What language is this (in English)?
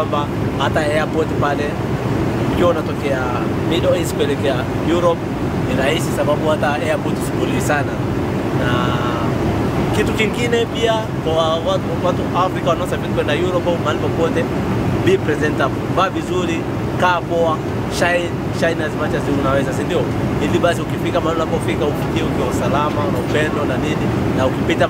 Swahili